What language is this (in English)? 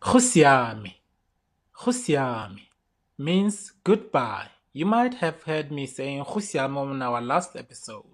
Tswana